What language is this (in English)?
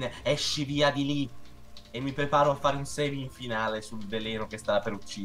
Italian